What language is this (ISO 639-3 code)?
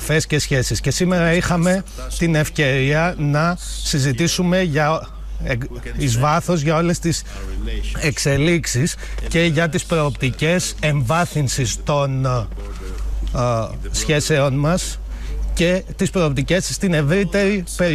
ell